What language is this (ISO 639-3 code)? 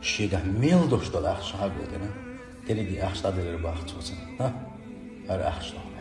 che